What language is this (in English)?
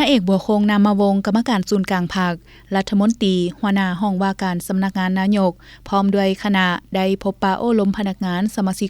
Lao